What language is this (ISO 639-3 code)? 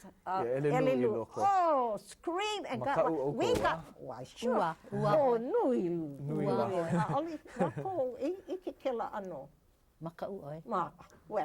haw